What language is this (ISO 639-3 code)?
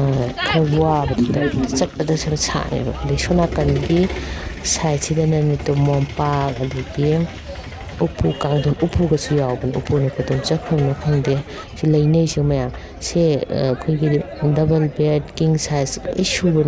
mni